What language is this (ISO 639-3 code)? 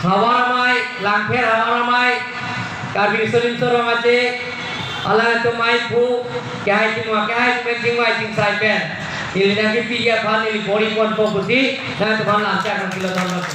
mjw